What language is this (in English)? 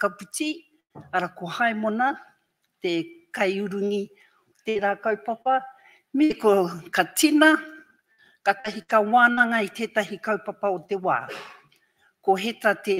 Māori